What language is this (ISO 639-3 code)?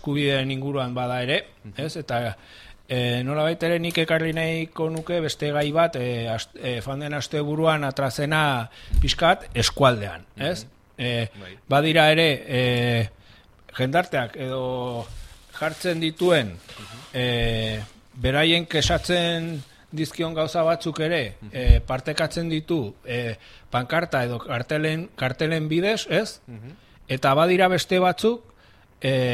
eus